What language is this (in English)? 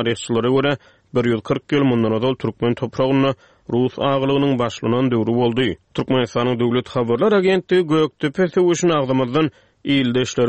Turkmen